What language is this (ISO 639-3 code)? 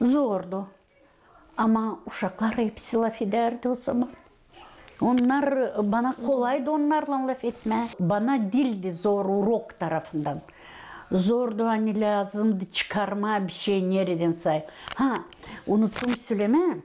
gag